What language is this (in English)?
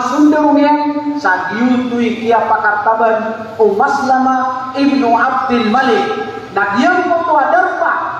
Maranao